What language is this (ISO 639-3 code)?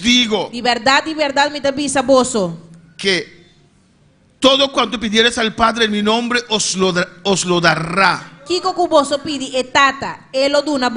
pap